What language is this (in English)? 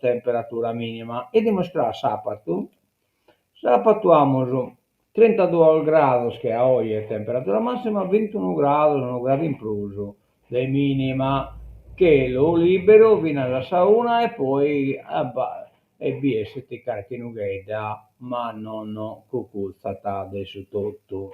Sardinian